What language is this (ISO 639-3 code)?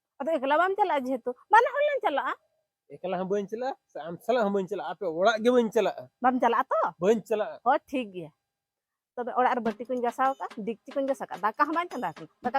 sat